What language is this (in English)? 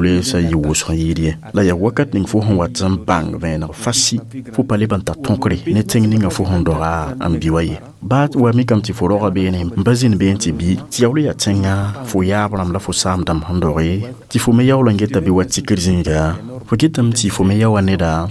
Mossi